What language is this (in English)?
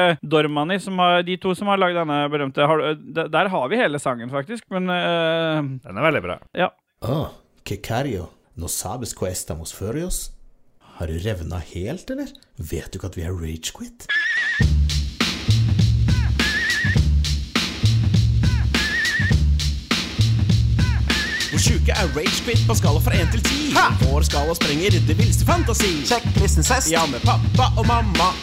Norwegian